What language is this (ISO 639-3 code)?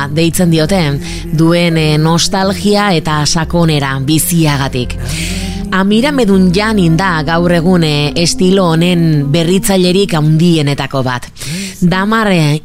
eus